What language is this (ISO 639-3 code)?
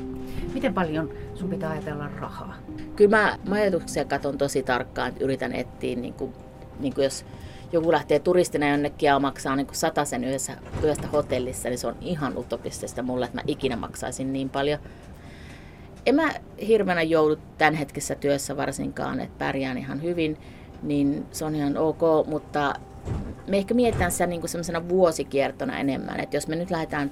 fin